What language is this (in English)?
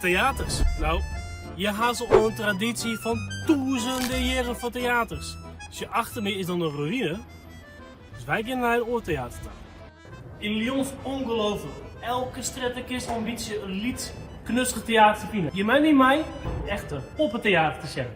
Western Frisian